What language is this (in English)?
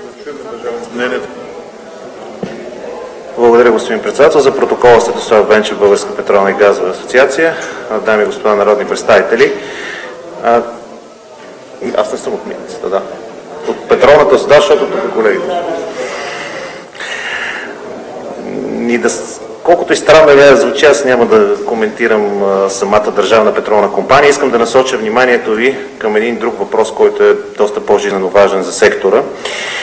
Bulgarian